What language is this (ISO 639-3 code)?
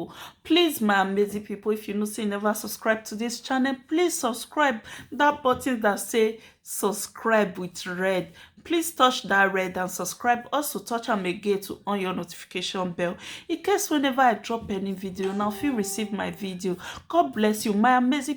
pcm